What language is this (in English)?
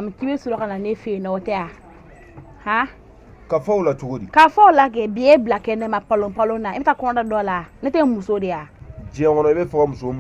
Bambara